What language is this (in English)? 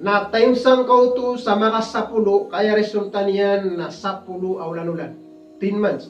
Maranao